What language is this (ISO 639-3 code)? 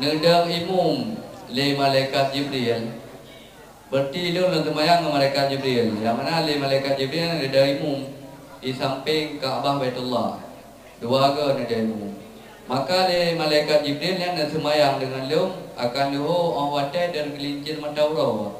ace